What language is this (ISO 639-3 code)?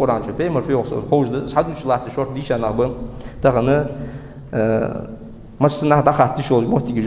inh